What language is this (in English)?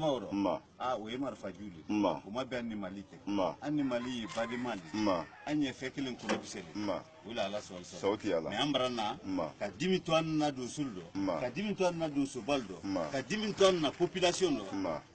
Bambara